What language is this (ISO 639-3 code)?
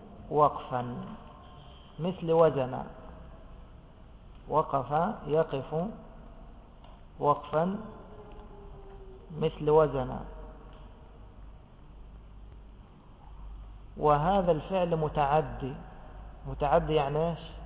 ara